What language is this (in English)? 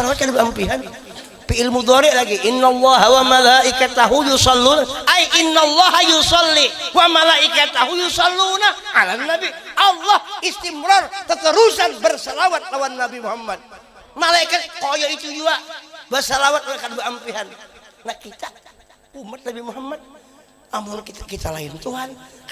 Banjar